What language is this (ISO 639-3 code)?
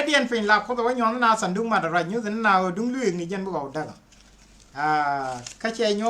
nus